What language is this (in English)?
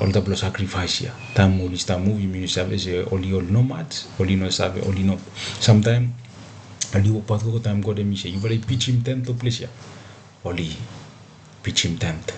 Bislama